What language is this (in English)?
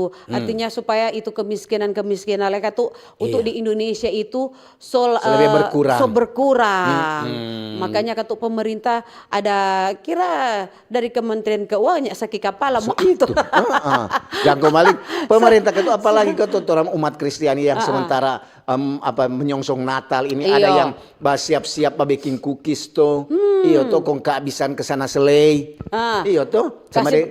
Manado Malay